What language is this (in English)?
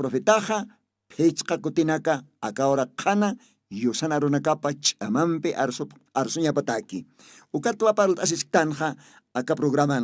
Aymara